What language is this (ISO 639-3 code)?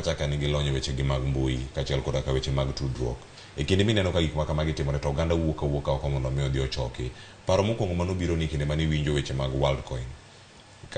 luo